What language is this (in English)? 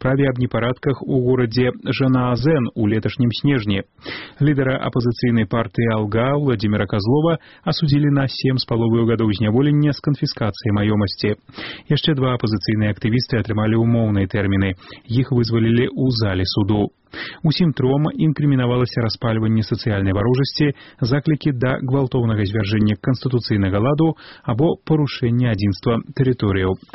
Belarusian